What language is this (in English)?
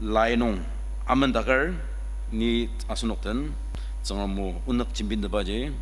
Ao Naga